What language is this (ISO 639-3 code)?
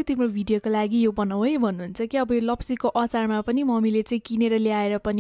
nep